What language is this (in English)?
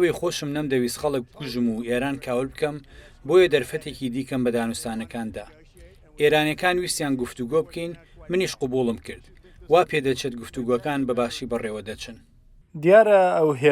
Central Kurdish